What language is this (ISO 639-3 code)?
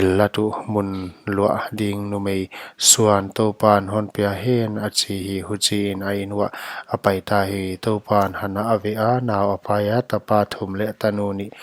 pck